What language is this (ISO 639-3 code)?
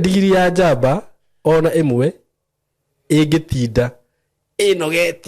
kik